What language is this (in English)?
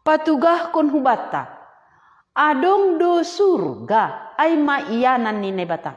Batak Simalungun